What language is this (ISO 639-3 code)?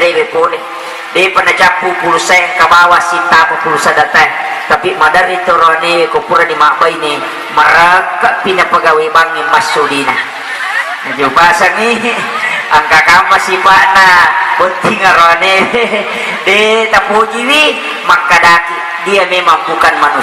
bug